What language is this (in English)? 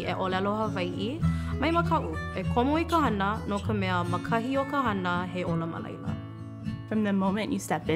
Hawaiian